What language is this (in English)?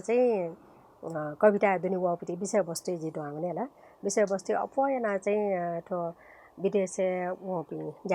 Newari